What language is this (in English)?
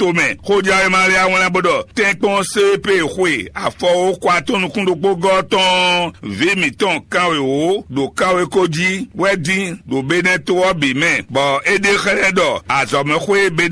Fon